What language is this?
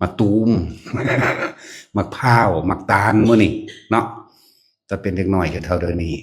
Lao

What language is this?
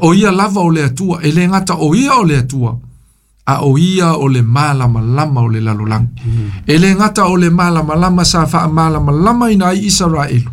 Samoan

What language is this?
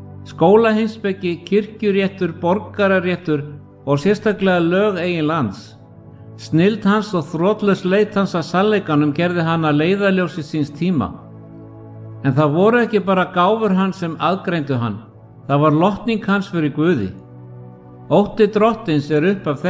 Icelandic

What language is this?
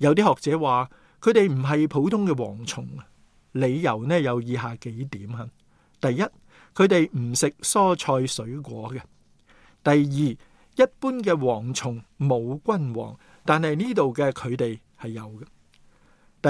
Cantonese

